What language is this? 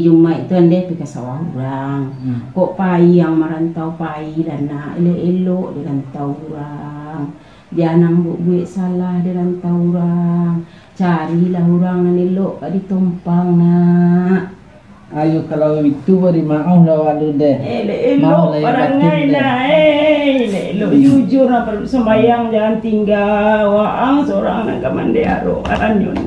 Minangkabau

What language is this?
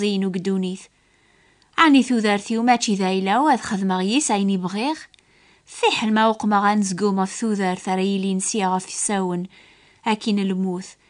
Kabyle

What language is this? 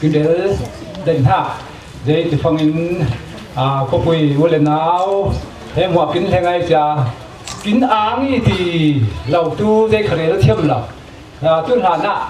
Falam Chin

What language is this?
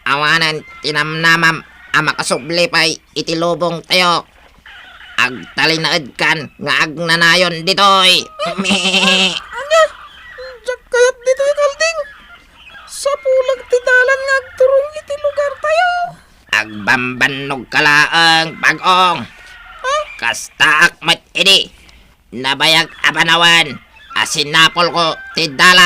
Iloko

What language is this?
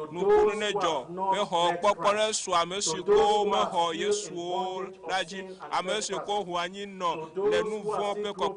Ewe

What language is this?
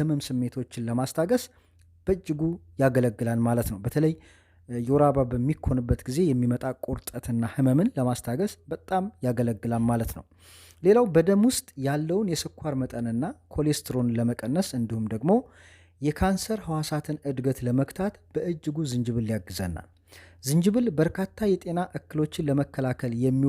Amharic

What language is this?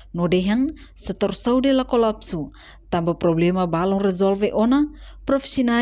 Tetum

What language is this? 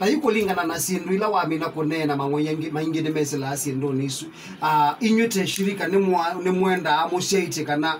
Kamba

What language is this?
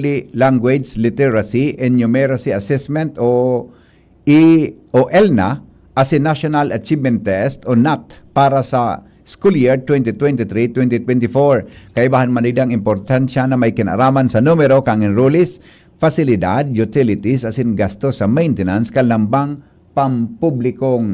Bikol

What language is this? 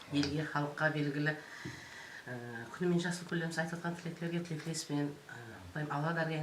Kara-Kalpak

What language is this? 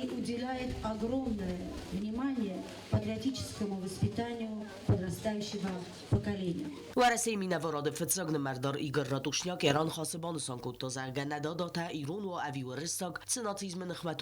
Ossetic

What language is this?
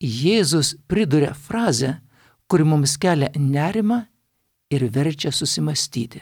Lithuanian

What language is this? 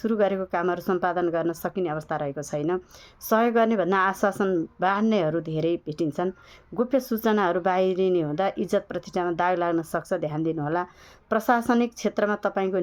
Nepali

